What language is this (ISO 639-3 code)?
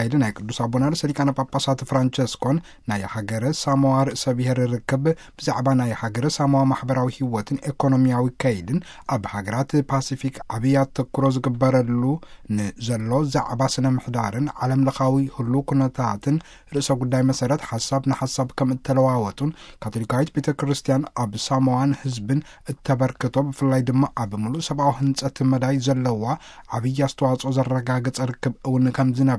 tir